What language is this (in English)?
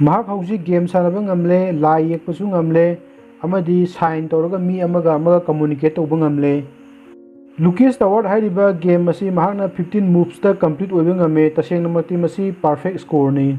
Manipuri